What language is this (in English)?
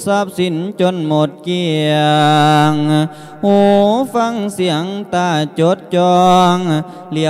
Lao